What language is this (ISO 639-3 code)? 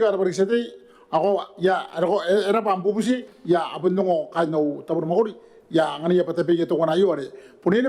gil